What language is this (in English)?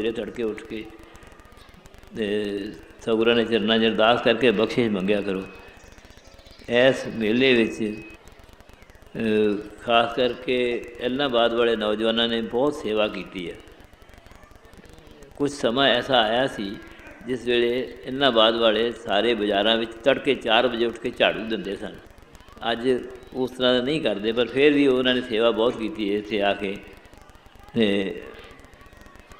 Punjabi